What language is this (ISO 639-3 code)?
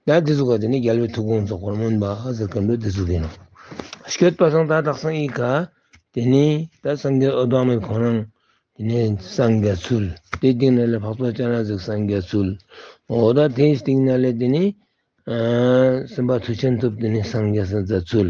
lbj